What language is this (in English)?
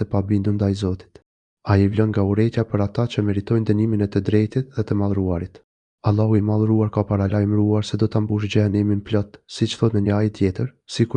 Albanian